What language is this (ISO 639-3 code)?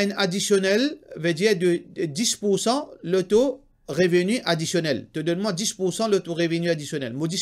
mfe